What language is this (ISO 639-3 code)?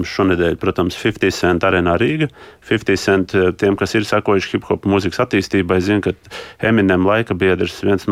lav